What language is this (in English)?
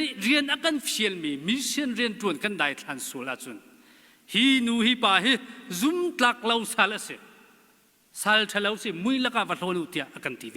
Hakha Chin